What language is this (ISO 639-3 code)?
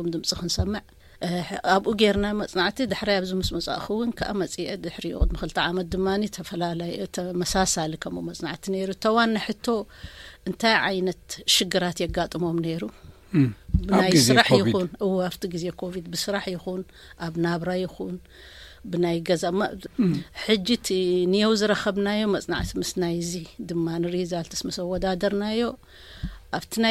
tir